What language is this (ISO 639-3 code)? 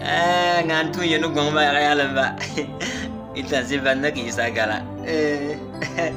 bim